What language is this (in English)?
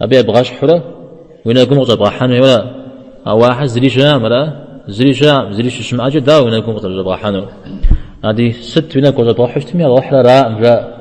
Kabardian